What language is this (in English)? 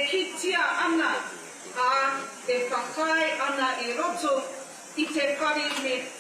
Māori